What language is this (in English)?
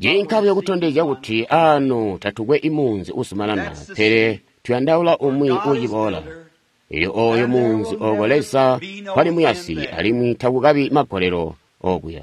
Tonga (Zambia)